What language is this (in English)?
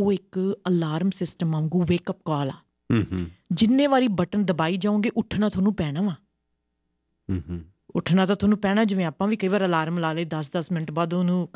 Punjabi